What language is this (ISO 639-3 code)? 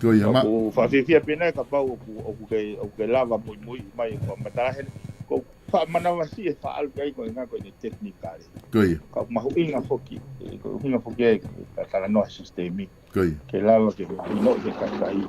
ton